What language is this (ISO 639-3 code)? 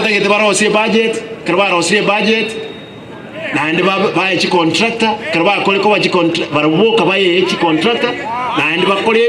guz